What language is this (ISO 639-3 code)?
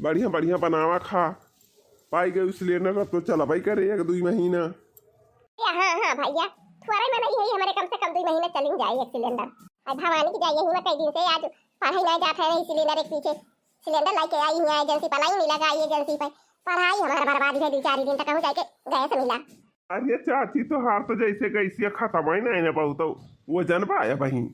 awa